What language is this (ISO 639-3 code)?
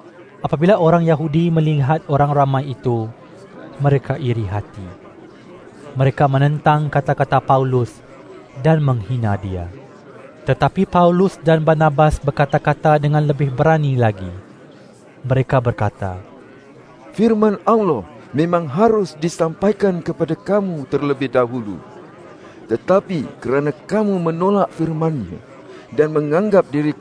msa